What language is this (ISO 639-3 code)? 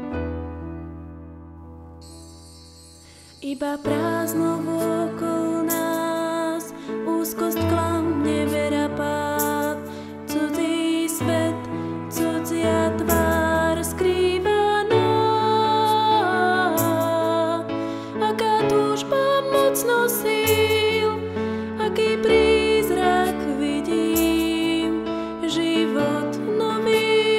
slk